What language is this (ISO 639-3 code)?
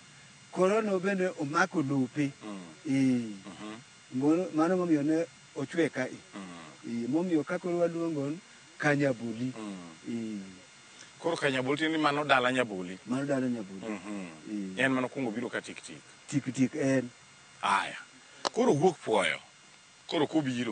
luo